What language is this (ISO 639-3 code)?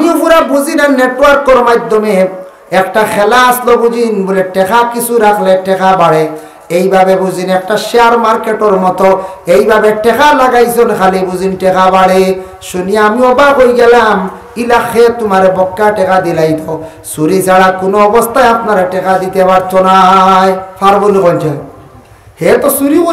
syl